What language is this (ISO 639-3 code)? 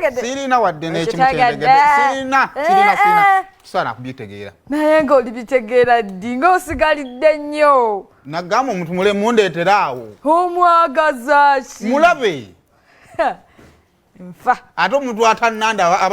lug